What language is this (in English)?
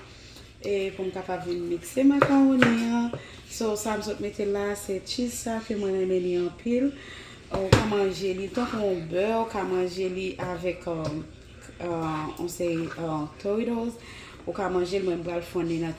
Haitian Creole